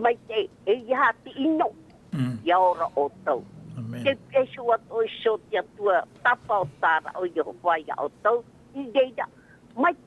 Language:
Tahitian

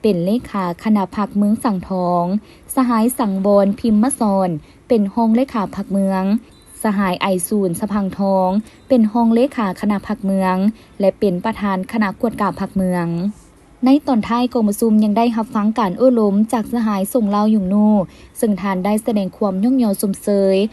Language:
Lao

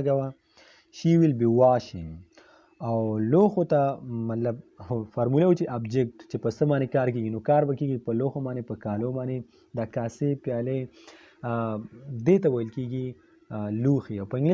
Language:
Pashto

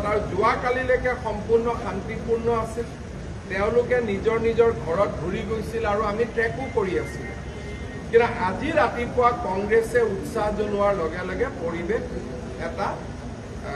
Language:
Assamese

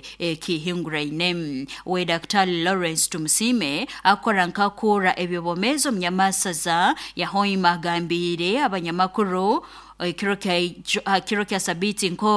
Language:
Nyoro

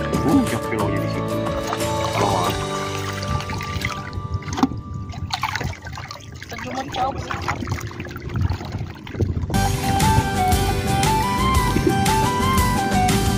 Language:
Indonesian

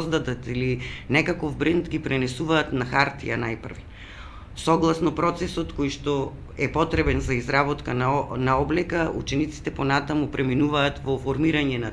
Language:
Macedonian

